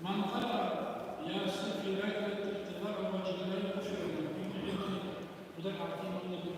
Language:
Kumyk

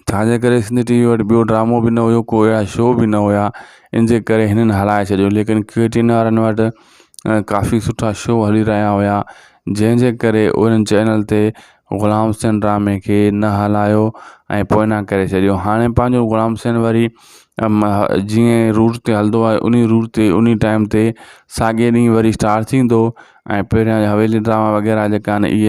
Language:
Sindhi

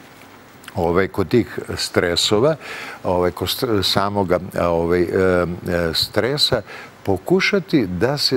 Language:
Serbian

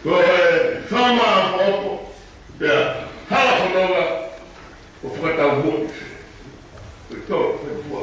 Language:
Tongan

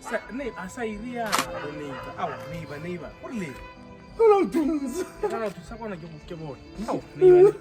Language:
Tswana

